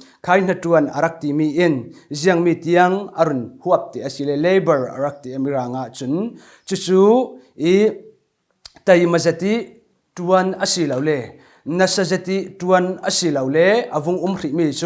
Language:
Falam Chin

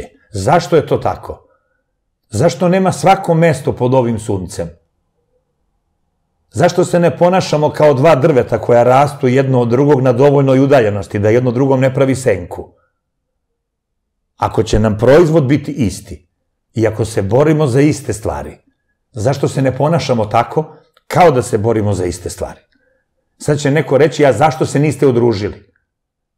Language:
Serbian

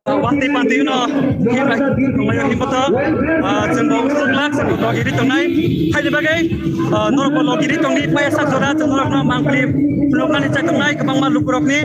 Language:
Kok Borok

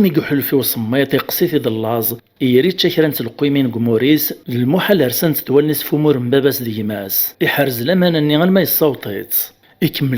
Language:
Kabyle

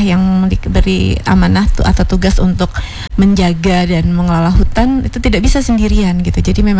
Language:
Indonesian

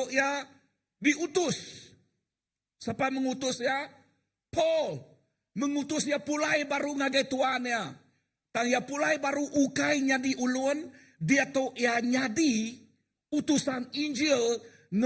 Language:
Iban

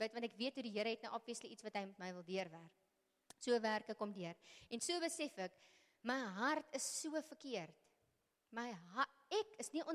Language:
Afrikaans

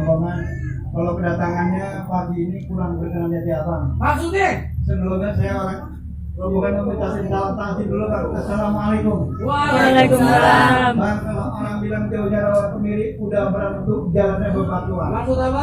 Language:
Betawi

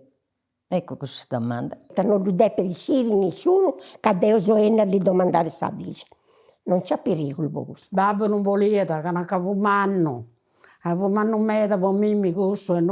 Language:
Sardinian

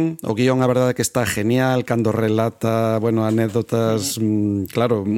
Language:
Galician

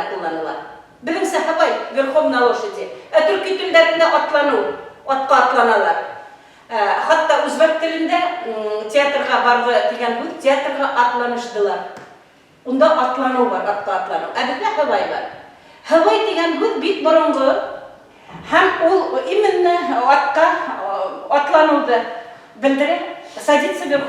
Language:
Bashkir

